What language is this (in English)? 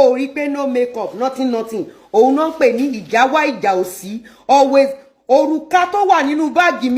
Yoruba